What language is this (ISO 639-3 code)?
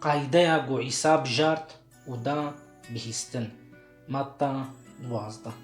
kur